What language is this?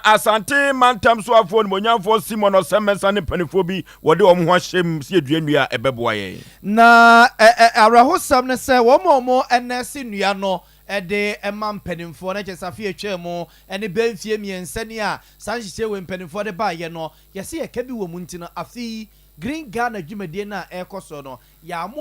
Akan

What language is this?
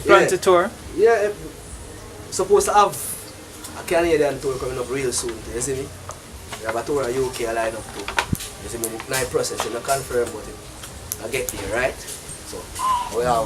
Jamaican Creole English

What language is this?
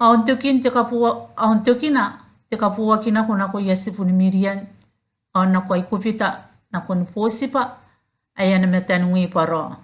Gilbertese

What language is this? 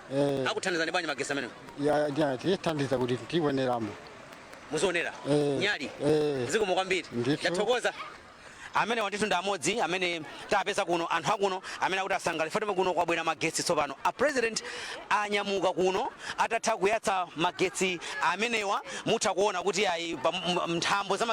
Nyanja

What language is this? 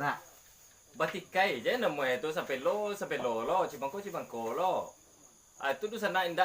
Minangkabau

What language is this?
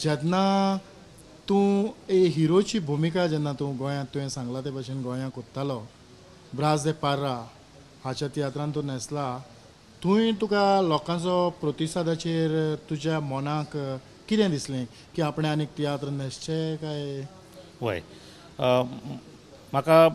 Konkani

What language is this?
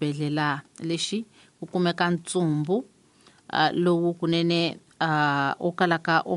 Tsonga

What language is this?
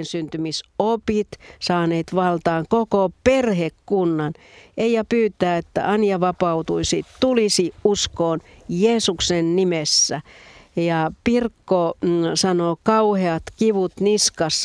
Finnish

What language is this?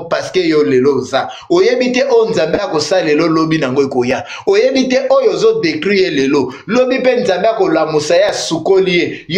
Lingala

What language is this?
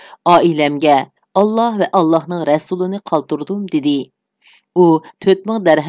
Uyghur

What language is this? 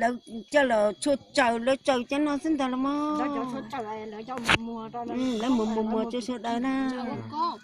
Hmong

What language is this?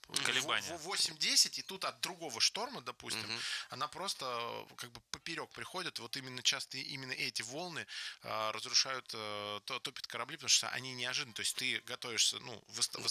Russian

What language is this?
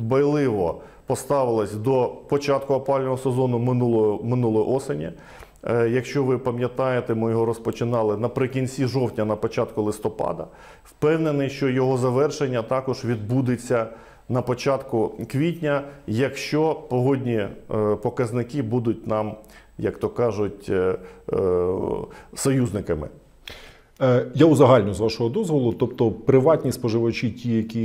Ukrainian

